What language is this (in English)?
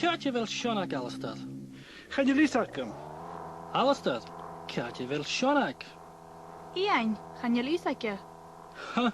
Scottish Gaelic